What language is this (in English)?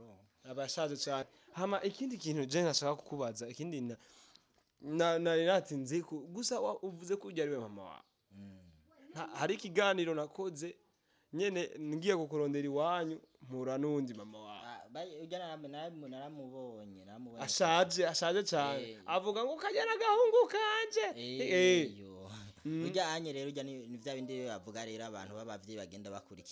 Rundi